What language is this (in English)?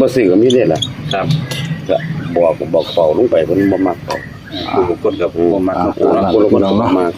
Northeastern Thai